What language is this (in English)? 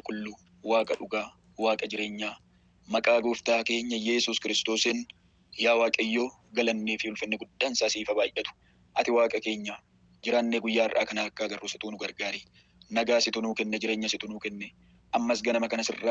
Oromo